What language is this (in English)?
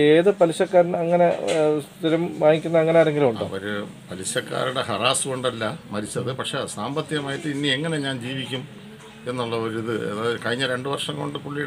Malayalam